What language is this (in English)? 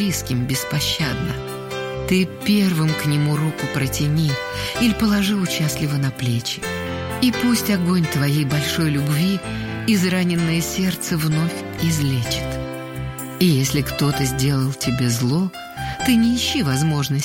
Russian